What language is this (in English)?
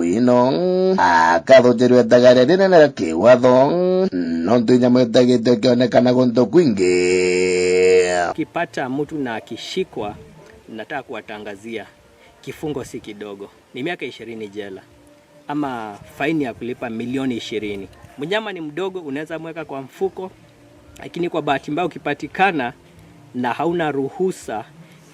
Meru